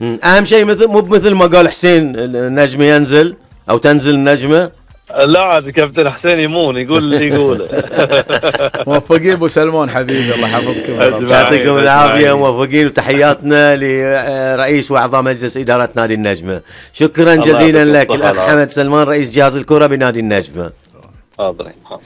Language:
Gulf Arabic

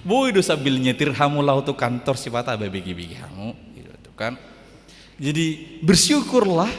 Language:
Batak Toba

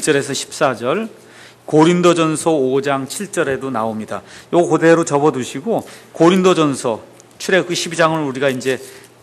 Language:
Korean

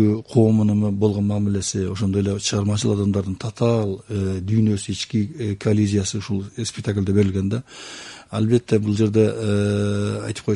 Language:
Kyrgyz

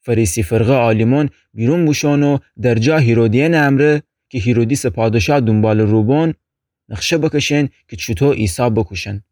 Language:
Gilaki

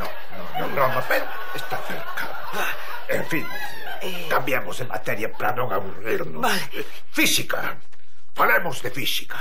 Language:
Galician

